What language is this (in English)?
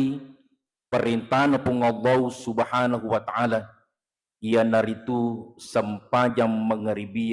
Buginese